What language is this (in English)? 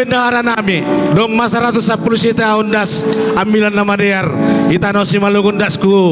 Batak Simalungun